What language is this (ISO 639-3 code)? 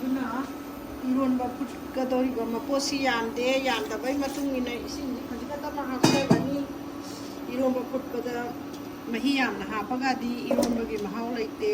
mni